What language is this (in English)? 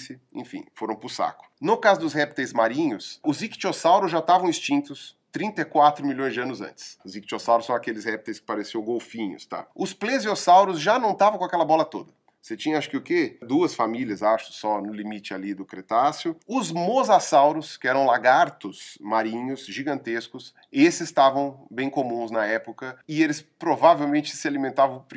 Portuguese